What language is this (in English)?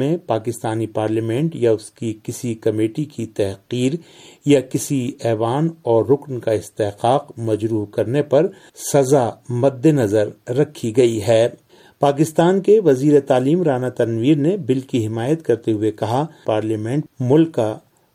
Urdu